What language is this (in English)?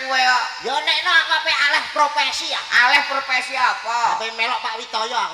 Javanese